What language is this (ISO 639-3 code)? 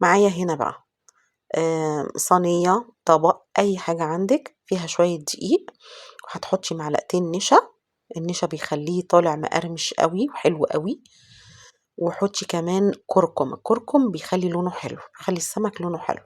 arz